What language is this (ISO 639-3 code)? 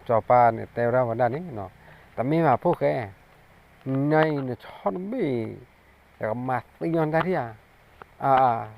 ksw